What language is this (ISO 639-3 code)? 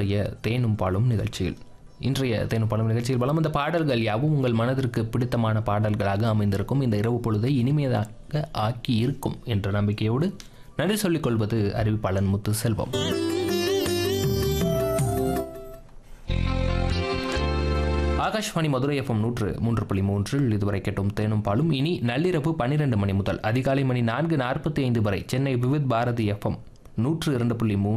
tam